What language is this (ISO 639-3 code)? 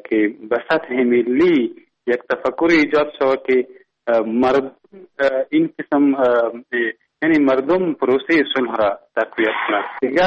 fas